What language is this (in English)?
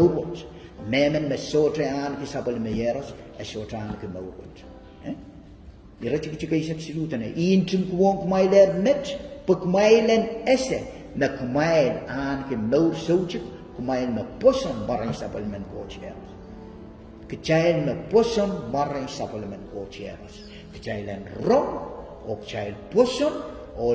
Pohnpeian